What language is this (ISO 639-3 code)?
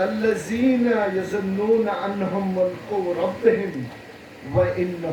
kas